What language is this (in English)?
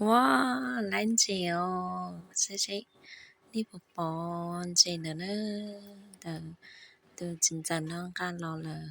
Hmong